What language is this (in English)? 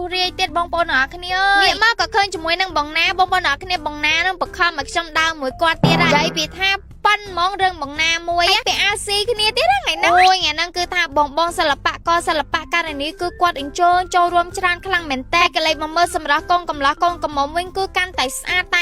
Khmer